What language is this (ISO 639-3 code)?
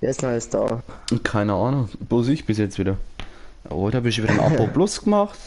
bar